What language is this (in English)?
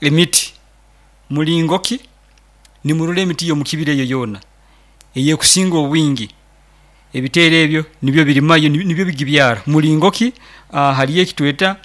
Nyoro